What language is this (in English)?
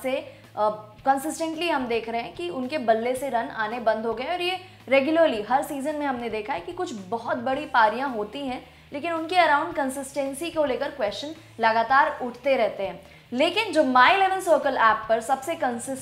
Hindi